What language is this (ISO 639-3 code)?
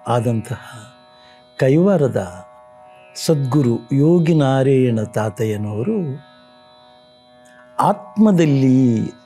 kan